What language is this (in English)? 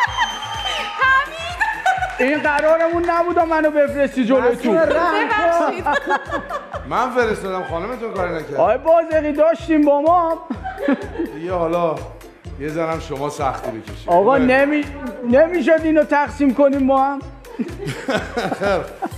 Persian